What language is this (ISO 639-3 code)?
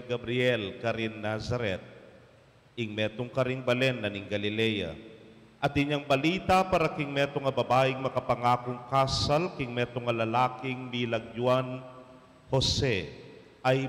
pam